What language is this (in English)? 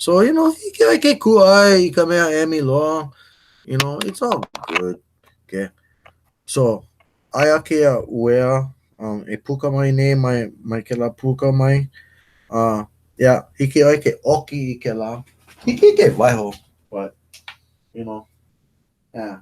Hawaiian